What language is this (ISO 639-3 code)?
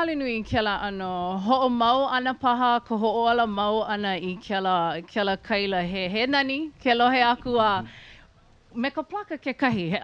haw